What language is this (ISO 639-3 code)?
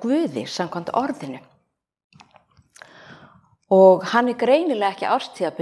isl